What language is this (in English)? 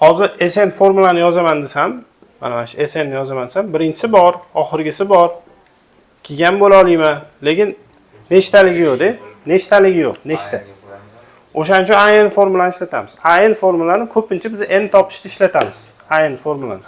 Uzbek